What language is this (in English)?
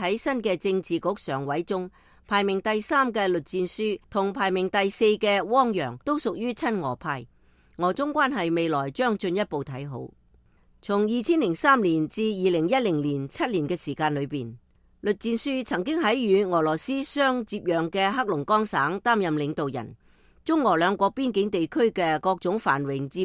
Cantonese